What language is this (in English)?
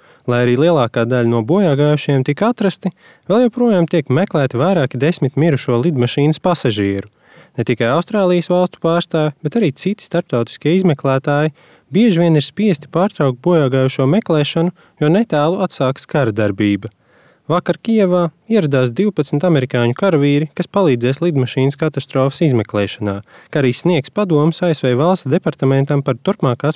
Latvian